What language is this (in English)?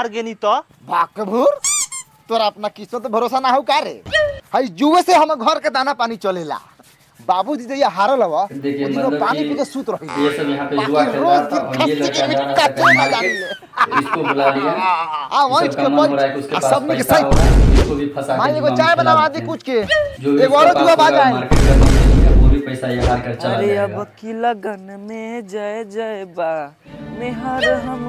Bhojpuri